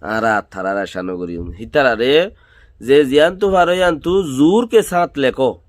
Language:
Rohingya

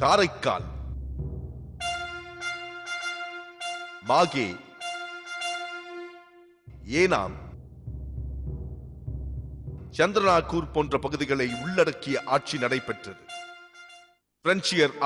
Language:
Tamil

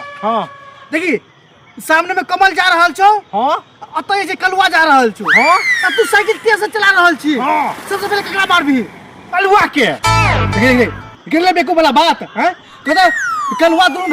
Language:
Maithili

